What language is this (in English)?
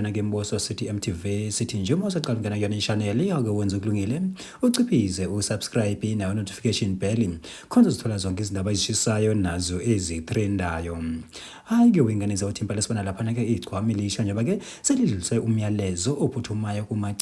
Zulu